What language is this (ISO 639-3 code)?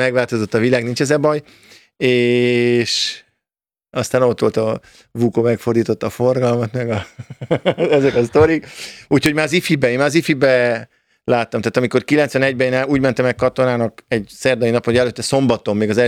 hun